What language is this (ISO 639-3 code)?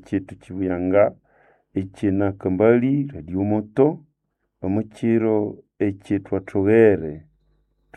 nnb